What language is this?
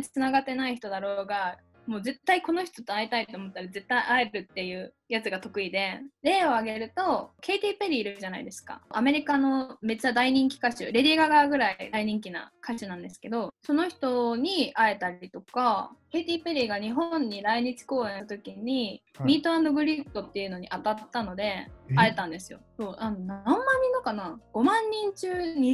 Japanese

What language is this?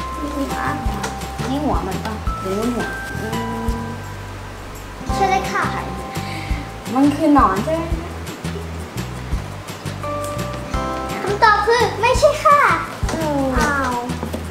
Thai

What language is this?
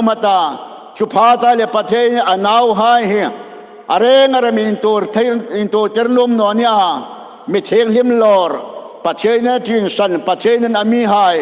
Hmar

